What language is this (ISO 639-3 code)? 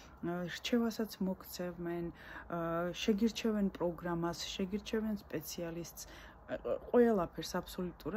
kat